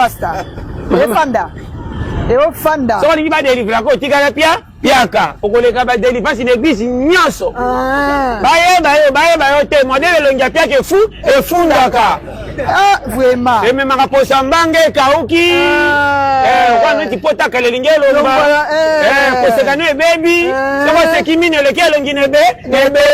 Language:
Lingala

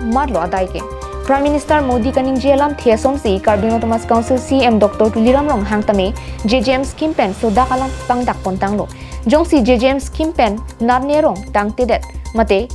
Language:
Karbi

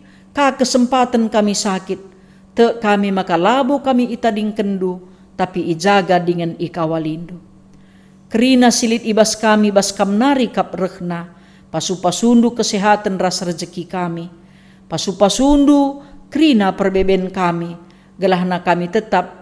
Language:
Batak Karo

